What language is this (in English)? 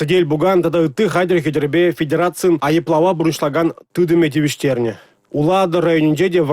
Chuvash